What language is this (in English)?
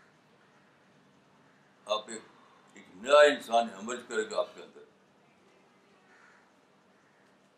Urdu